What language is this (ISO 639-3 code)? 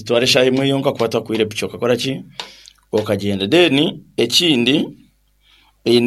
nyn